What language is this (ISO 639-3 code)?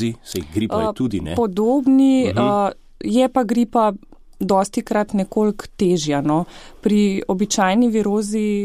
slv